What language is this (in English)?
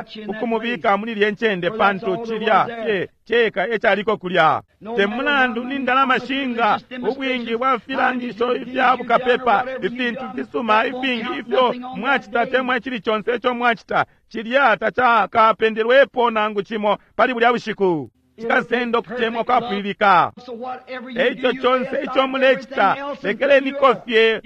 Bemba